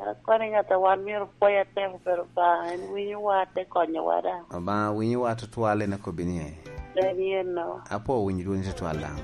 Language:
Lango (Uganda)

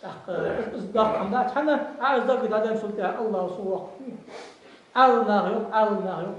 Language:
Ingush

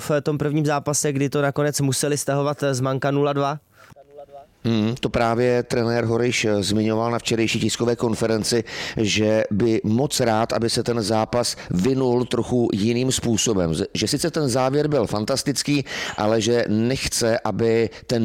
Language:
Czech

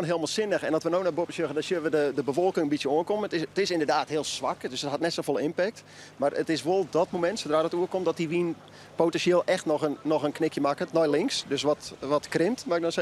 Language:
Western Frisian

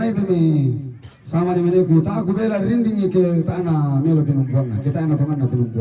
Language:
Toraja-Sa'dan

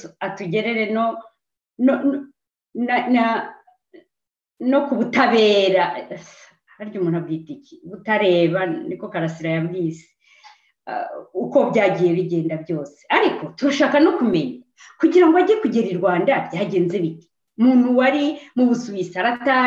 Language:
Kinyarwanda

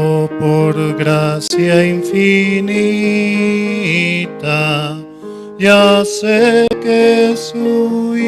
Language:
South Bolivian Quechua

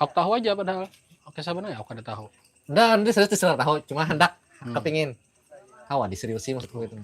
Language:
Banjar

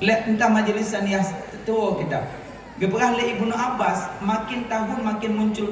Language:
Achinese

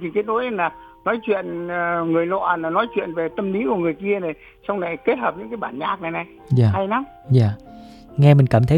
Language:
Vietnamese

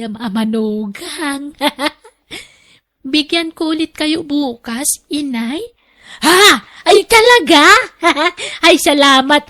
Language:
Iloko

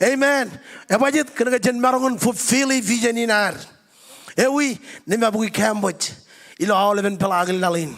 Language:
Marshallese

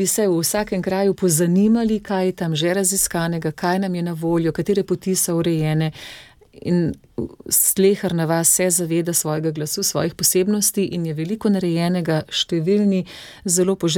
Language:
Slovenian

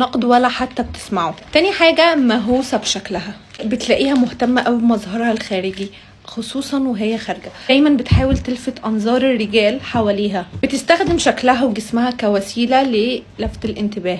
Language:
Egyptian Arabic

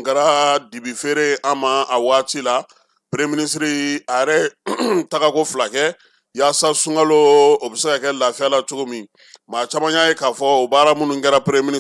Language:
Bambara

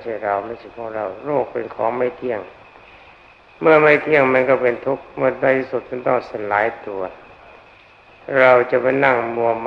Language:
Thai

